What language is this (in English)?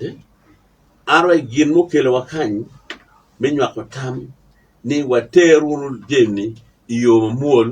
Acoli